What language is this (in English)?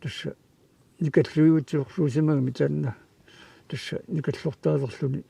Kalaallisut